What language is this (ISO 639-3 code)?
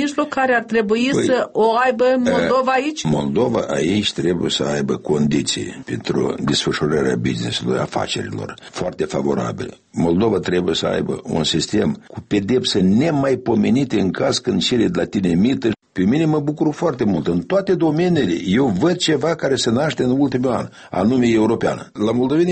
ron